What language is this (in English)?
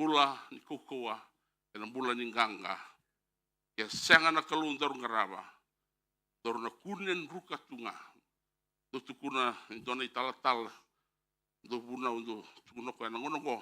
Fijian